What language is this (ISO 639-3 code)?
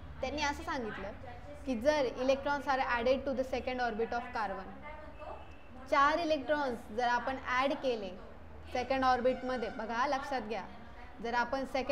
mar